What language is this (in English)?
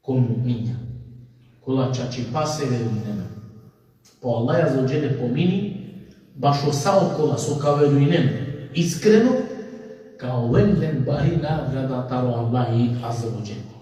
Balkan Romani